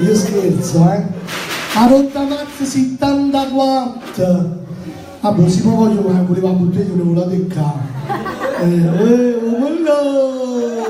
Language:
Neapolitan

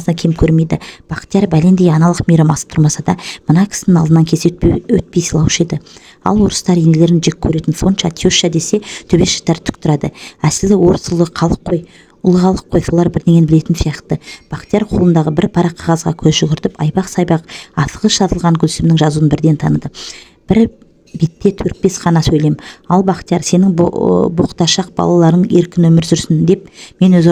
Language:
Kazakh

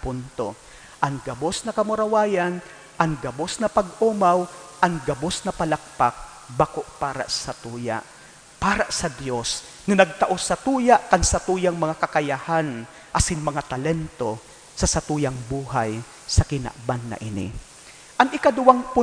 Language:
Bikol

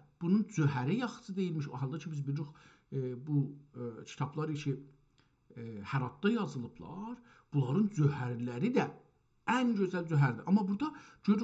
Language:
South Azerbaijani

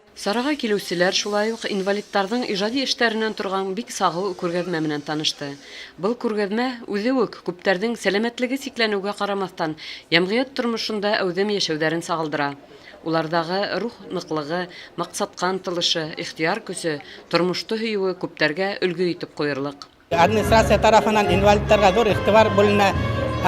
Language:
Bashkir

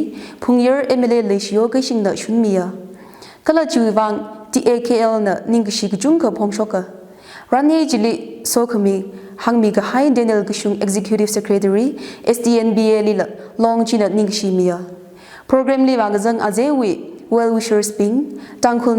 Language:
Tangkhul Naga (India)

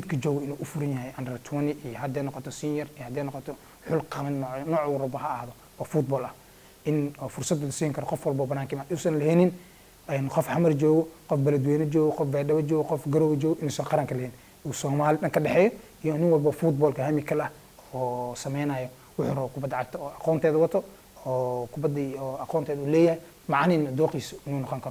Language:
Somali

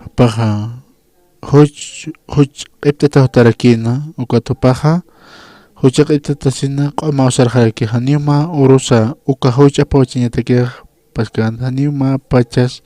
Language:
Aymara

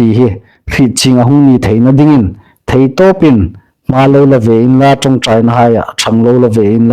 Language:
Hmar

